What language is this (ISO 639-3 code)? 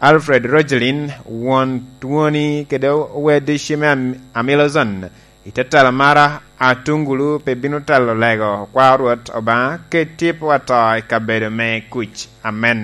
laj